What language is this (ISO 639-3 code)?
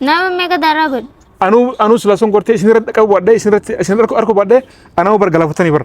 orm